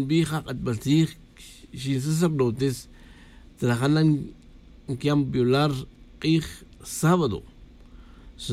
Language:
Tz'utujil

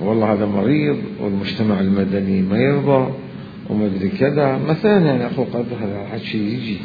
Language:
Mesopotamian Arabic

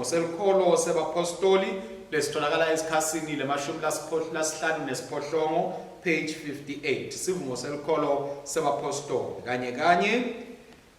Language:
Swati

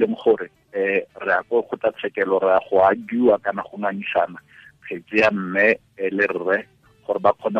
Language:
Tswana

